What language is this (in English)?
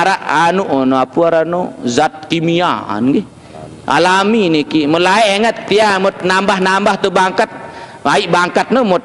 Sasak